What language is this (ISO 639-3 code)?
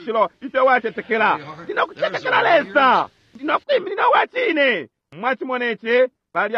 bem